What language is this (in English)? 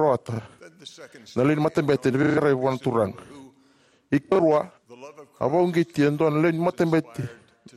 Fijian